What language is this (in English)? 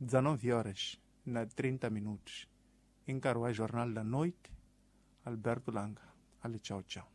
Tsonga